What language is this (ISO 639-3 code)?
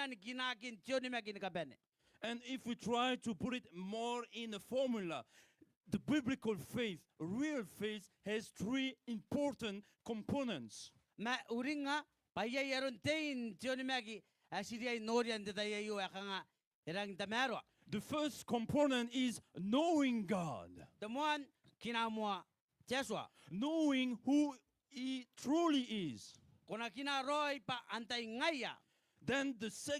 gil